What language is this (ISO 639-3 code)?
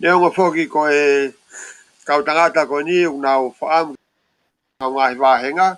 ton